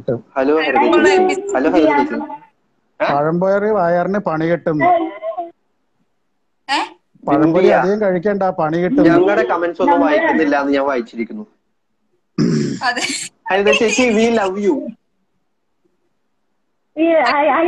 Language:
Malayalam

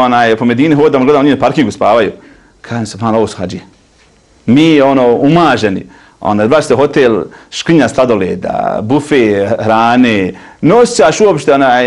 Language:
Bosnian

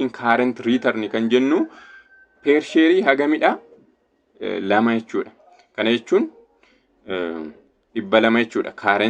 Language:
Oromo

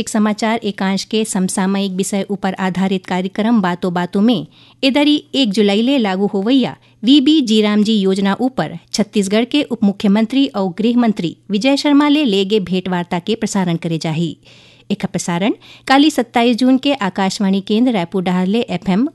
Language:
Chhattisgarhi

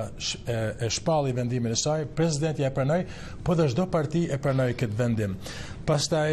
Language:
Albanian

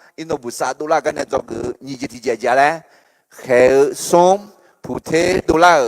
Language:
Akha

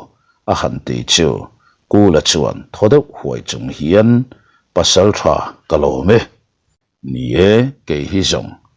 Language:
Mizo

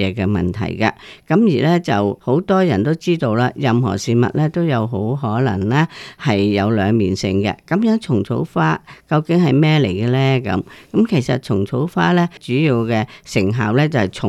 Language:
Cantonese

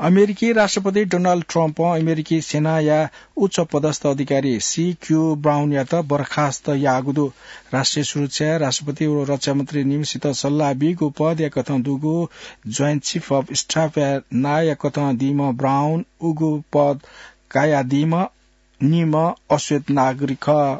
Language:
Newari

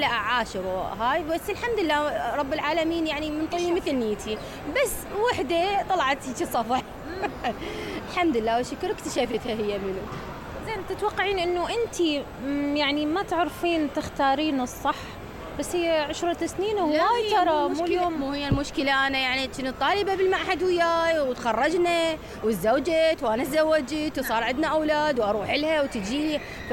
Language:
Mesopotamian Arabic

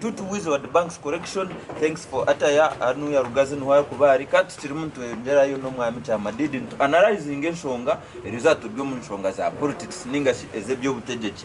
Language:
Nyankole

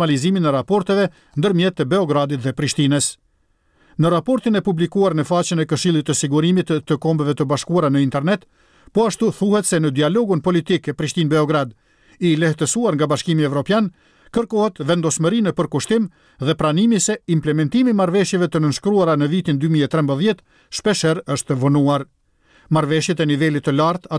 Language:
Albanian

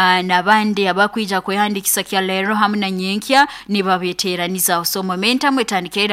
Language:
Nyoro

